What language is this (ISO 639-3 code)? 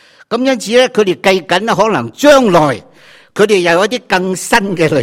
yue